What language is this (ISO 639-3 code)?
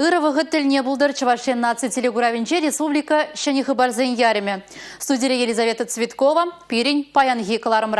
chv